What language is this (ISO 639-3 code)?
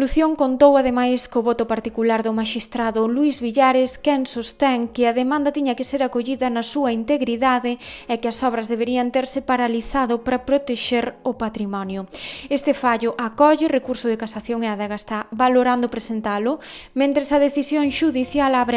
glg